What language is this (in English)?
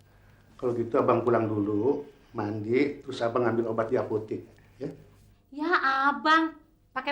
Betawi